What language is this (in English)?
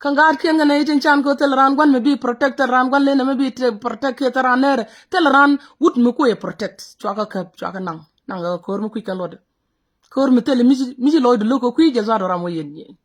Nuer